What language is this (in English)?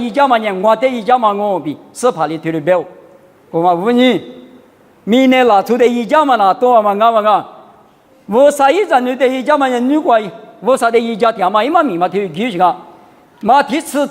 Lisu